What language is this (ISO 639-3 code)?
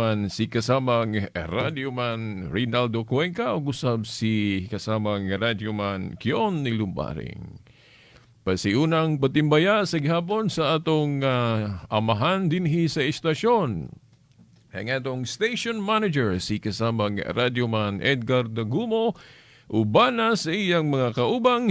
ceb